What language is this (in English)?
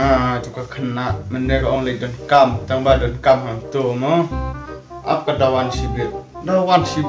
Khasi